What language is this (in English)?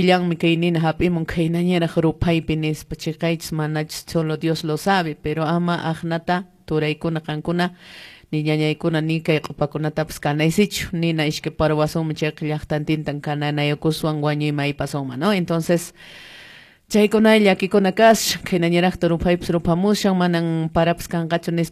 Quechua